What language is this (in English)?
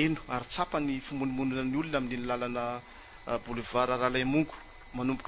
Malagasy